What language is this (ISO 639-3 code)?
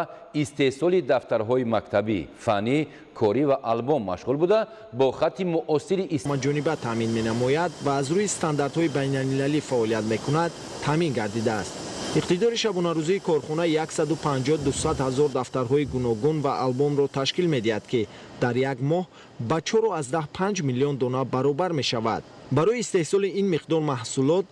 tgk